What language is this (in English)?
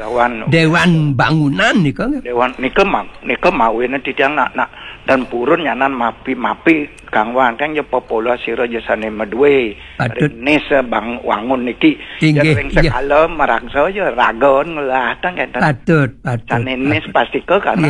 Balinese